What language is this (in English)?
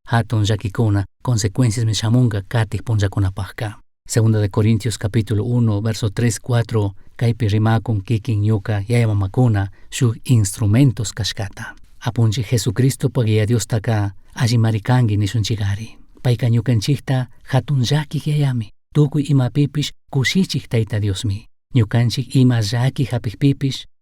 Chimborazo Highland Quichua